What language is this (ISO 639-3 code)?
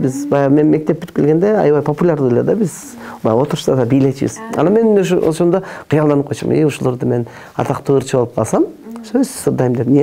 kir